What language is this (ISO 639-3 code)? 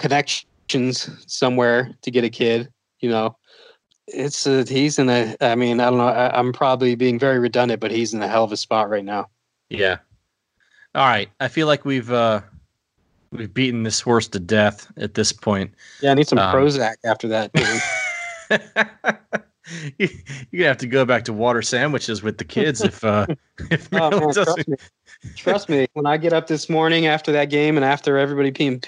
eng